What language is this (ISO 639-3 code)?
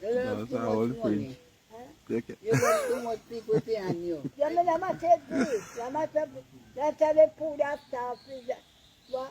jam